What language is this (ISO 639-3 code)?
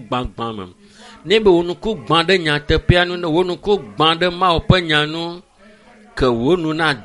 ewe